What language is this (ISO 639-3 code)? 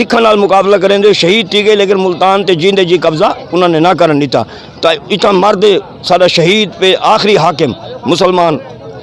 skr